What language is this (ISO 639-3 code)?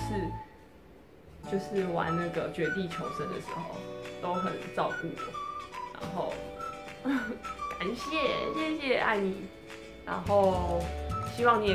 zho